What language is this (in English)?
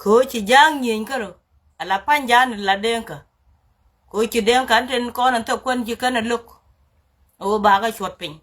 Nuer